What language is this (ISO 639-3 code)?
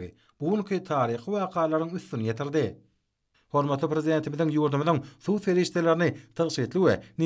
tuk